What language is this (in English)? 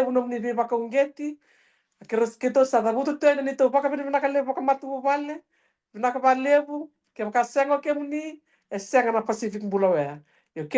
Fijian